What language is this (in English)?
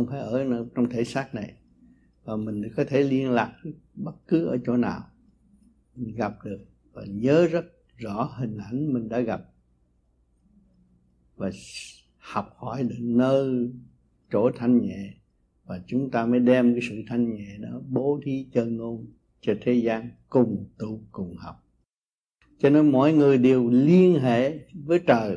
Vietnamese